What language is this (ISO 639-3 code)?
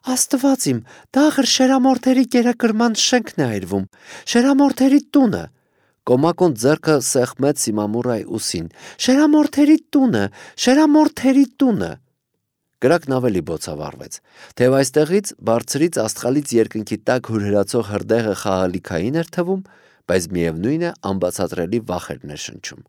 hye